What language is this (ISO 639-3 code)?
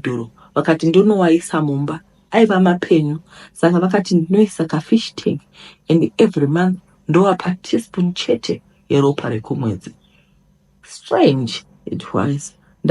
sna